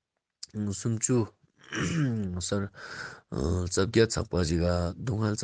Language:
Ladakhi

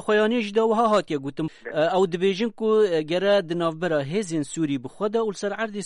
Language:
Kurdish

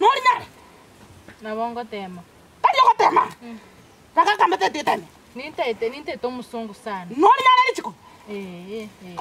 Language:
Gusii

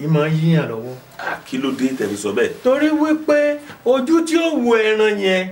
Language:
Yoruba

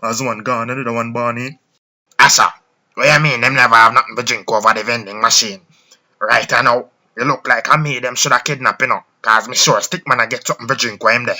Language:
Jamaican Creole English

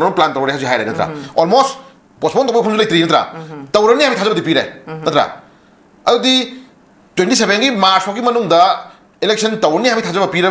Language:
Manipuri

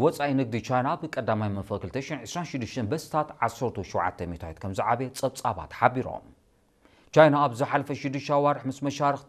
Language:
Tigrinya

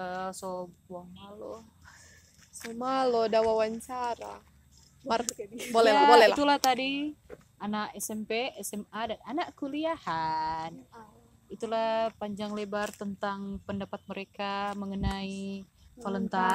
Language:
Manado Malay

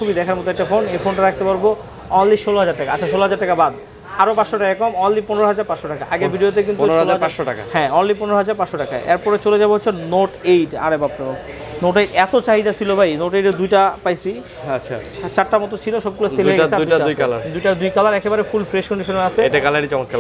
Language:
Bangla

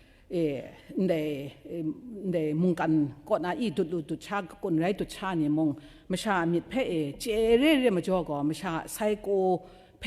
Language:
Kachin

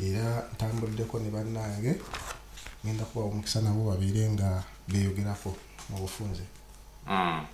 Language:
Nyoro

